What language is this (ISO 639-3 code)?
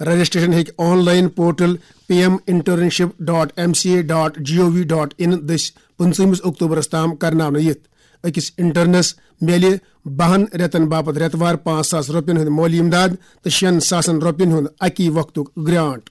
kas